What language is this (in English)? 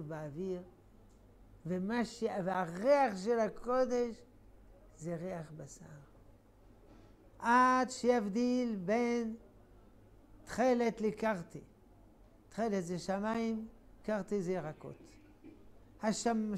Hebrew